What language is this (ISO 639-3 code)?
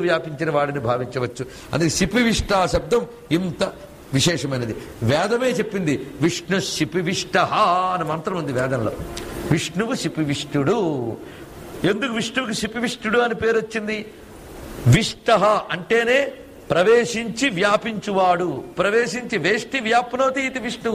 tel